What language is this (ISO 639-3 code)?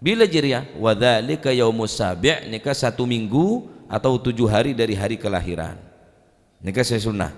mad